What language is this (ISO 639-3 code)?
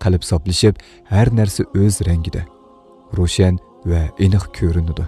uig